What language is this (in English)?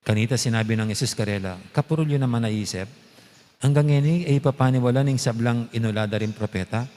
Pampanga